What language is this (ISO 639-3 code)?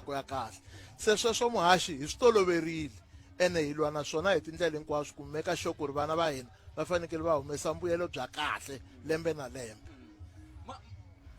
tso